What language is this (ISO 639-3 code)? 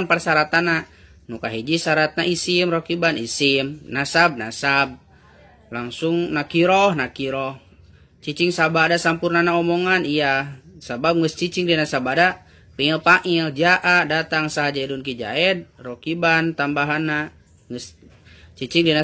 sun